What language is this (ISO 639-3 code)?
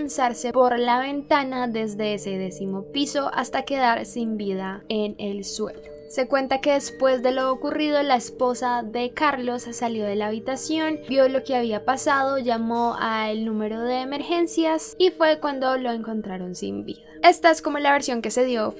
spa